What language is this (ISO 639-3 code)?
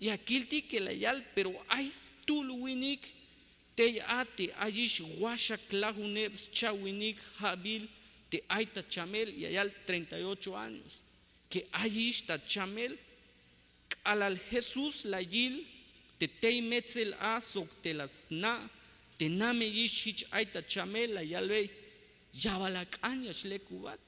tzh